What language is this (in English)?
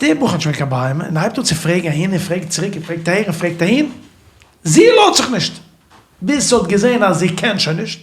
Yiddish